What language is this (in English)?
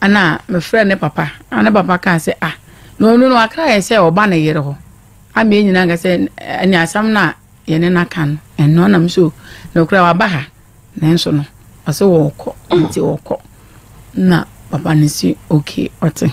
Akan